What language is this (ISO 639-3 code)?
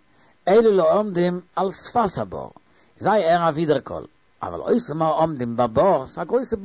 yid